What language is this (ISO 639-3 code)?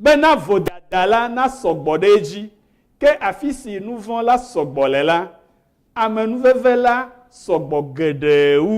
ewe